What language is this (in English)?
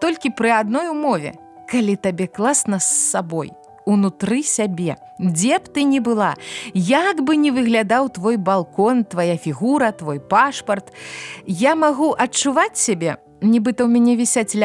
Belarusian